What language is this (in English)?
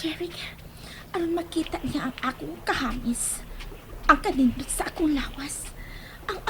Cebuano